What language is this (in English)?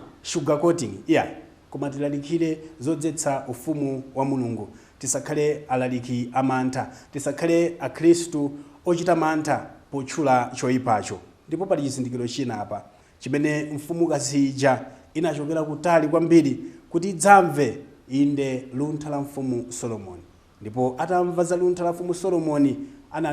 Nyanja